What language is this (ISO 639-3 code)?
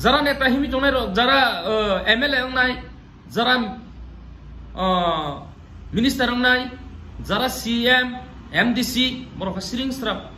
trp